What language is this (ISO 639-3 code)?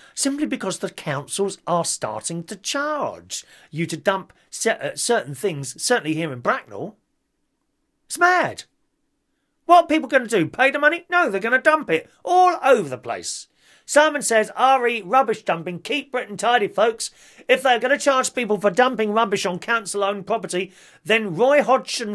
eng